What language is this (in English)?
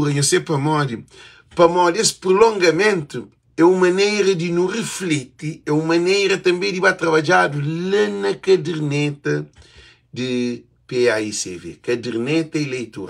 Kabuverdianu